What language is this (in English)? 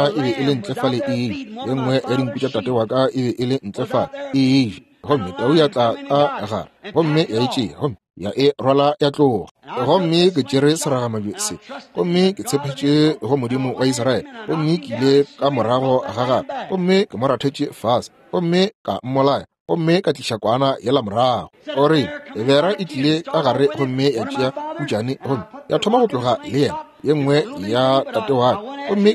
Northern Sotho